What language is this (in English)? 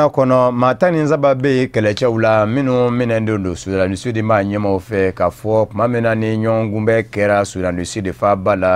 Bambara